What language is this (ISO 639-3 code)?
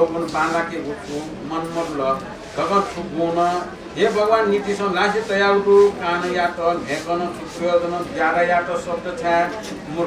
new